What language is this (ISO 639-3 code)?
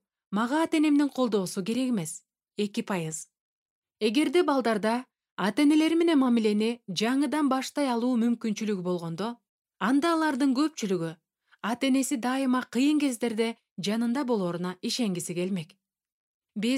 kir